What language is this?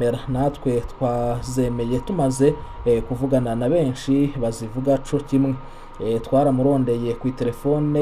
Rundi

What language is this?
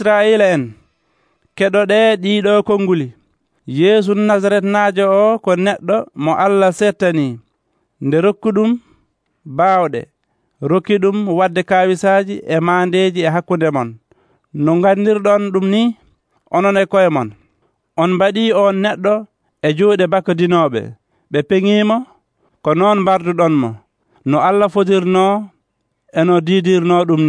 Nigerian Fulfulde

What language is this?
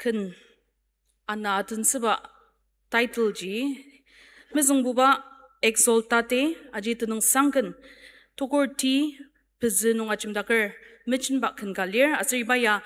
Ao Naga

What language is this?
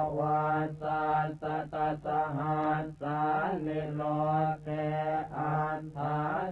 Pali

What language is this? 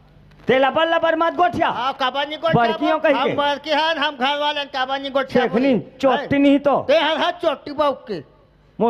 Chhattisgarhi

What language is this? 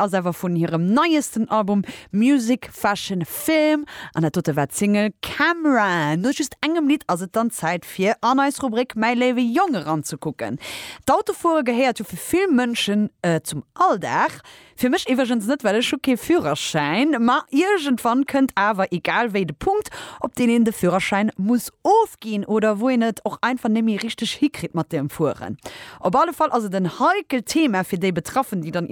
Luxembourgish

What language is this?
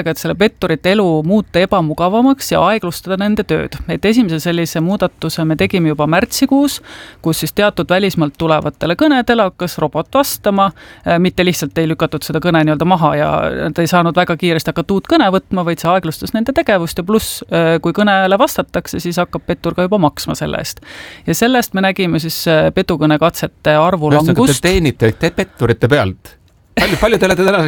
Estonian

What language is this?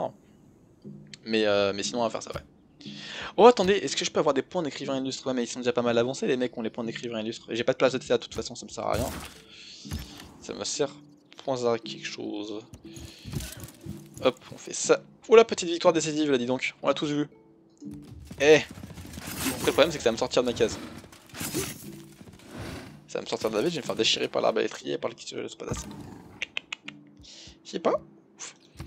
French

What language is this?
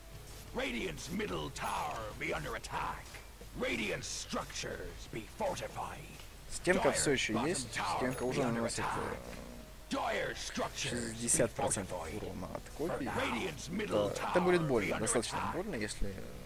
Russian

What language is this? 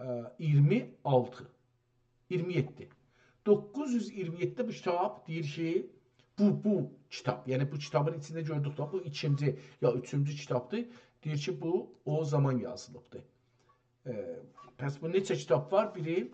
South Azerbaijani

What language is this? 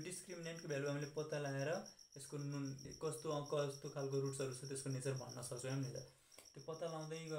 Nepali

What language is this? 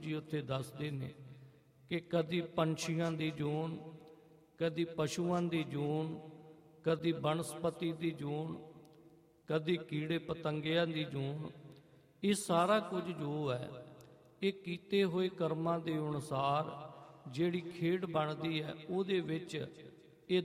Punjabi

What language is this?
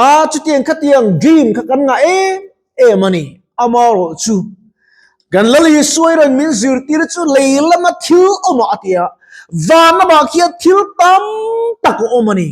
Mizo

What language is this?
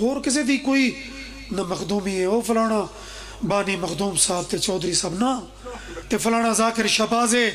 Pahari-Potwari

